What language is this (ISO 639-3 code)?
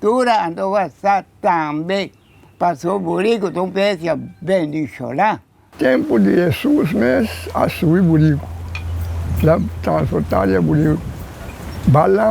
pap